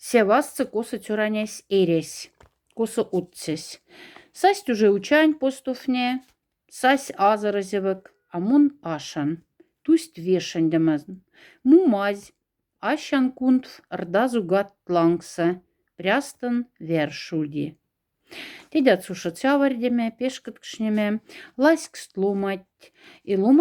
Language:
Moksha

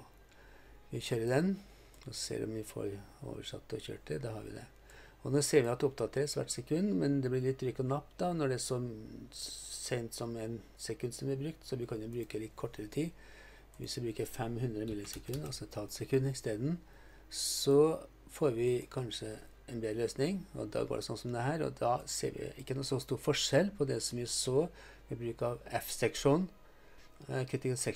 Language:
Norwegian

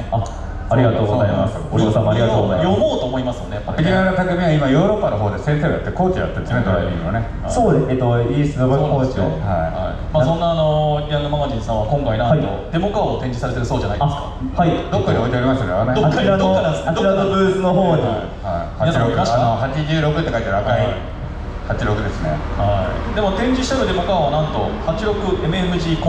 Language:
Japanese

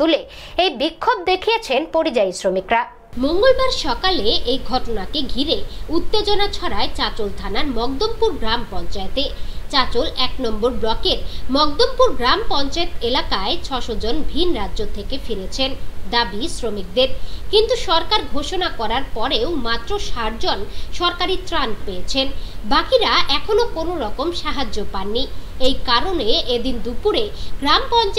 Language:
Bangla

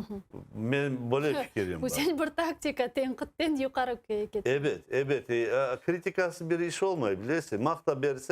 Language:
Crimean Tatar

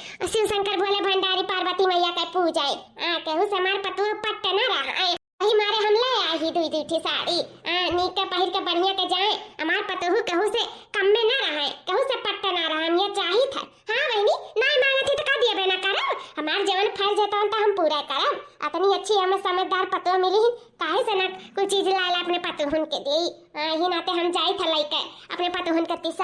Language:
Awadhi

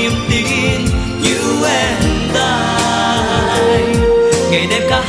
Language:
Vietnamese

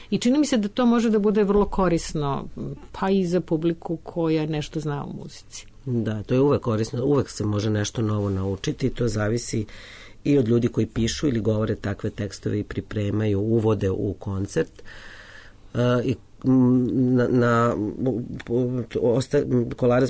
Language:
Serbian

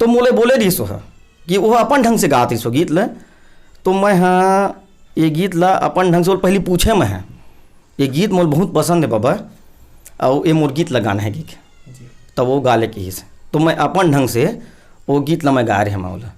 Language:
Chhattisgarhi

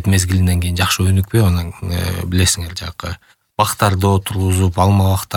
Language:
Kyrgyz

